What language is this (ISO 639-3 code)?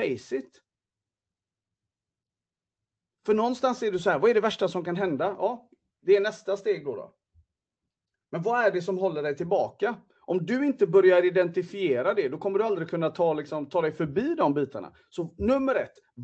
swe